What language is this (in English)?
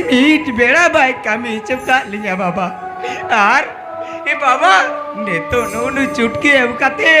Santali